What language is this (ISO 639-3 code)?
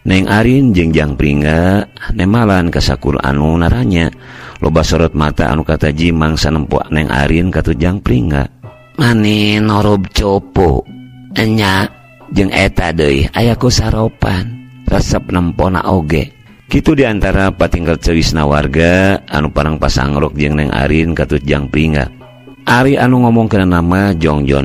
sun